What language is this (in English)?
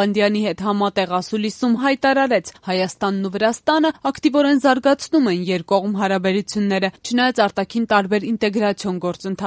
Armenian